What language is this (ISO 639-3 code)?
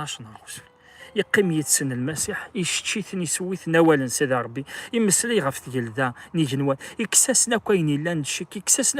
kab